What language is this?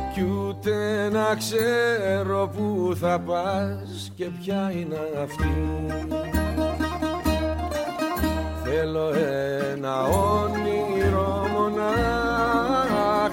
Greek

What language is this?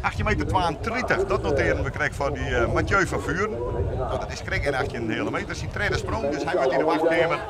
Western Frisian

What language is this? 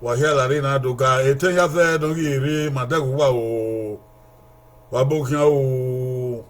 Bini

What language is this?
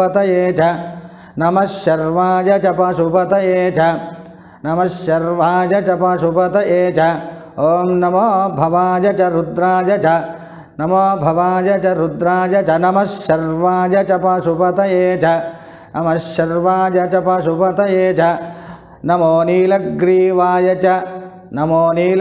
Sanskrit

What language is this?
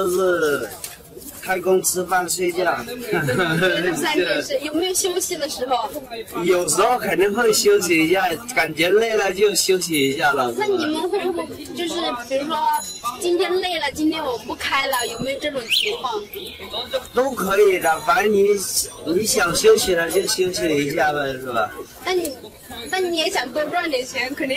Chinese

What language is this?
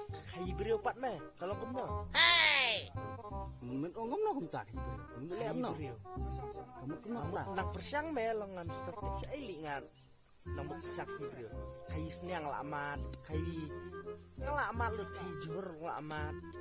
Khasi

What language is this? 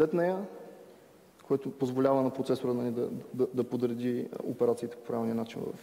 Bulgarian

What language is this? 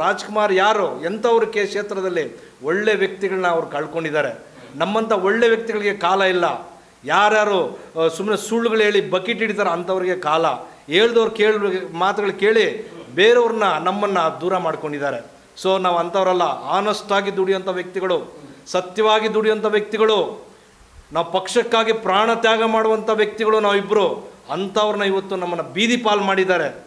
Kannada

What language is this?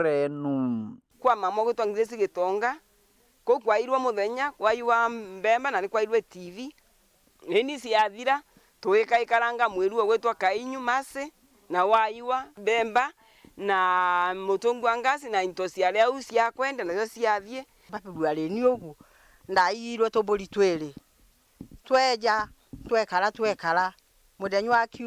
Meru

